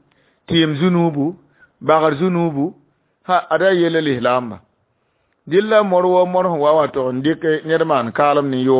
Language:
Mossi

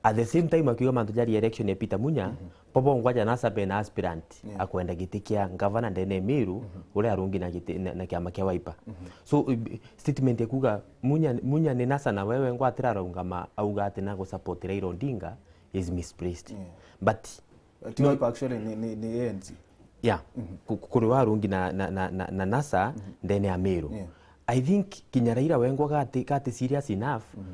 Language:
Meru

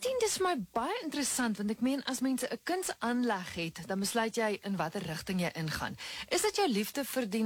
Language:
Afrikaans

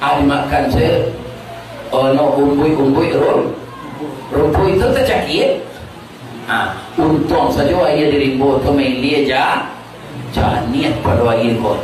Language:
Minangkabau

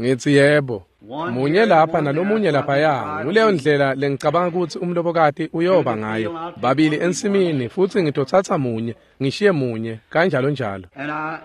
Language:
Swati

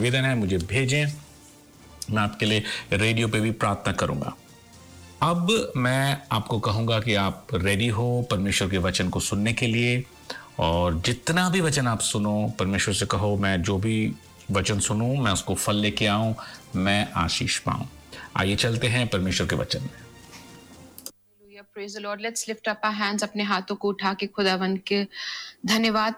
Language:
Hindi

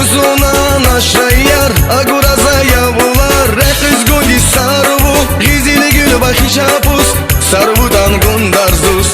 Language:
Tabassaran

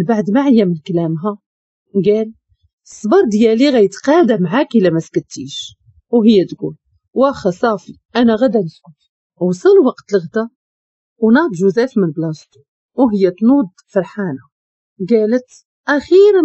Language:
Moroccan Arabic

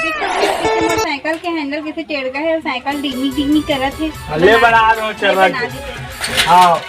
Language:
Chhattisgarhi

